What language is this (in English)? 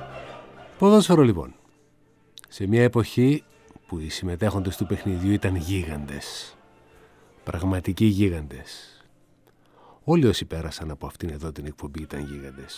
Greek